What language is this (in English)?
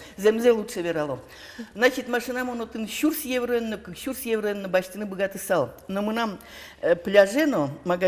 Udmurt